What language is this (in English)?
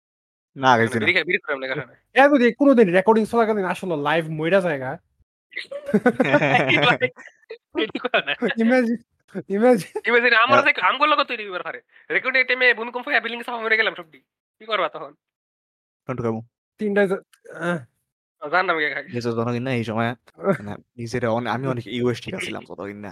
Bangla